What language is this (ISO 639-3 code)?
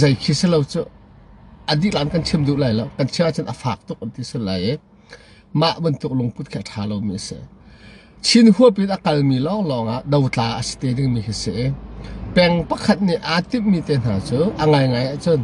cnh